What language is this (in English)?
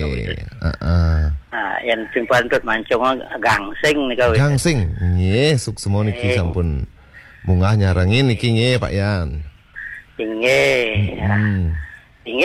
Balinese